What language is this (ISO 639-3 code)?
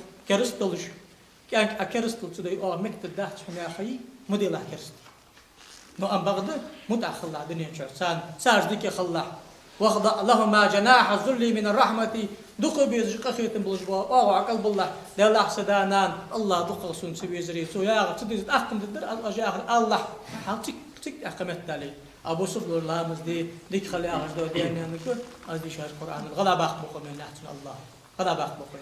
inh